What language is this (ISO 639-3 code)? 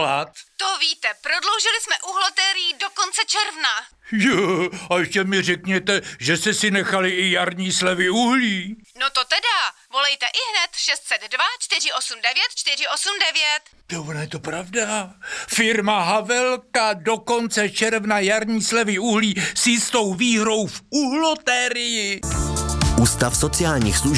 ces